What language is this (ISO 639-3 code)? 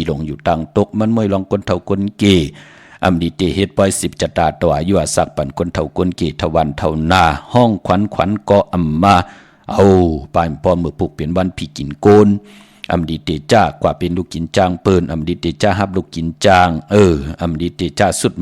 shn